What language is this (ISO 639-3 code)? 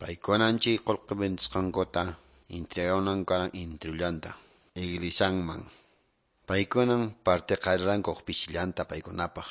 que